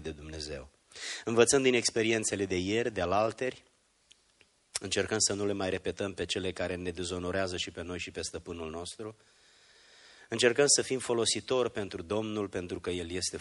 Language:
Romanian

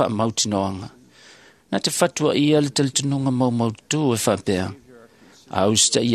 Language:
Samoan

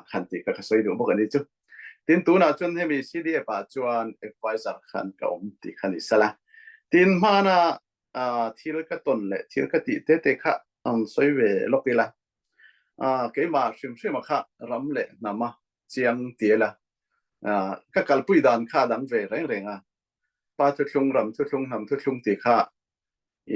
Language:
Falam Chin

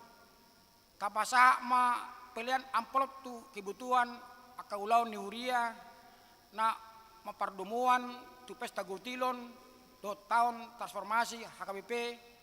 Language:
Batak Toba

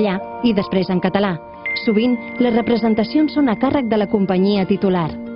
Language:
Catalan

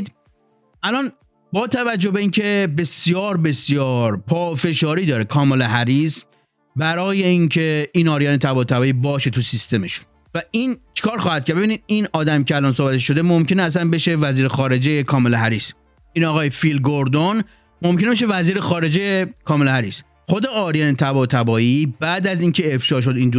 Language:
Persian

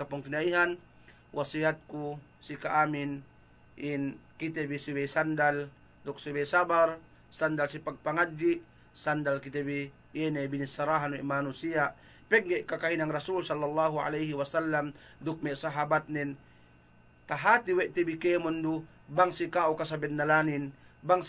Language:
Yakan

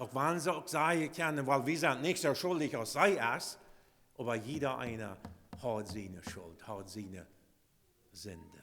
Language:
Plautdietsch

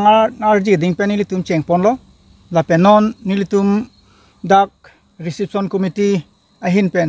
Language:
Karbi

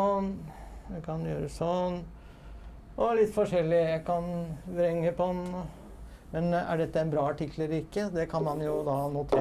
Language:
Norwegian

